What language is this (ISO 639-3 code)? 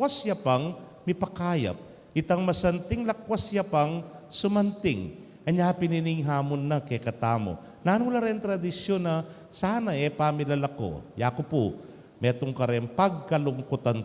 pam